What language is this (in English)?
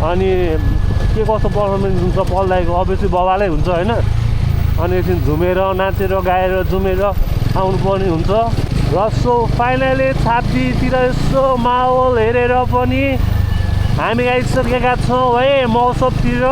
Nepali